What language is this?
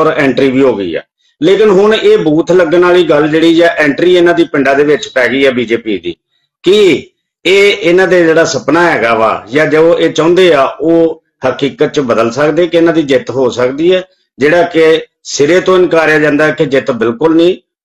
Punjabi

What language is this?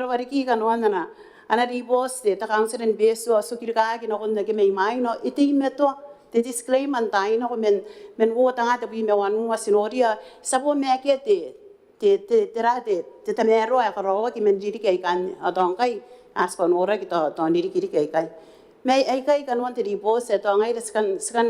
Gilbertese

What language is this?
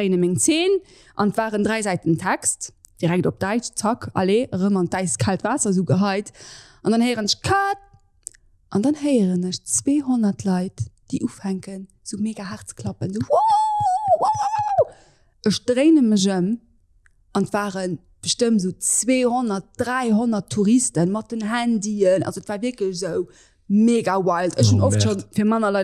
Luxembourgish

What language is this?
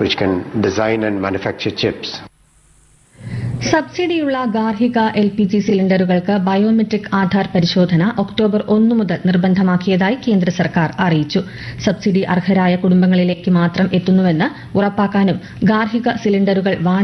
Malayalam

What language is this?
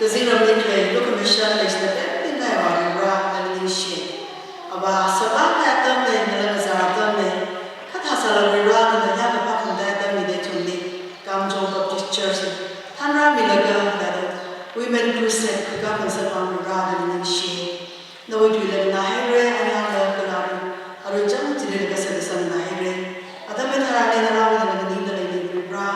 Tangkhul Naga (India)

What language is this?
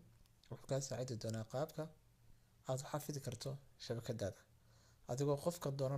Somali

